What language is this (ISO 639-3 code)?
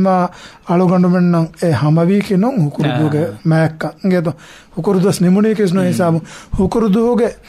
div